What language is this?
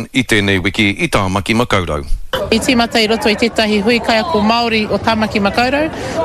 Māori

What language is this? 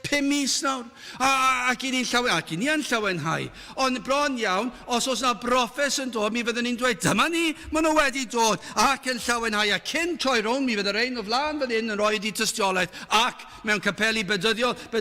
Welsh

